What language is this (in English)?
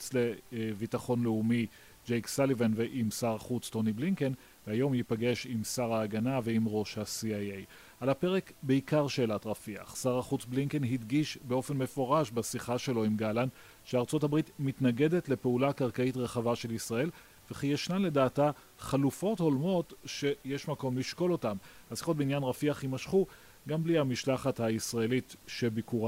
Hebrew